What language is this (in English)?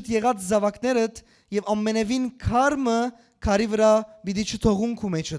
Western Armenian